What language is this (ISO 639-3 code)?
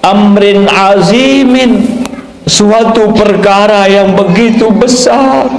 sas